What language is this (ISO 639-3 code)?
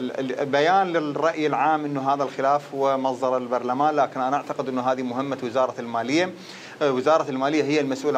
acm